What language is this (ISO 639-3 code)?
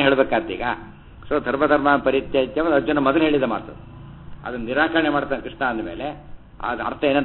kan